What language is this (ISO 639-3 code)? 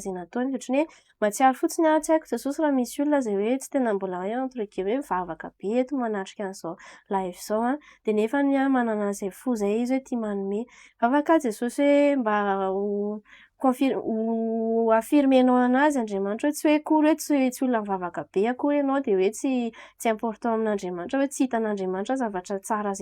mlg